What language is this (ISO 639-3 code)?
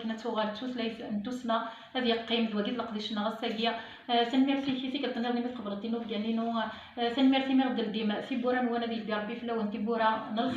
kab